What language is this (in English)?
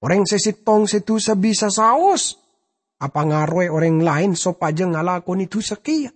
Madurese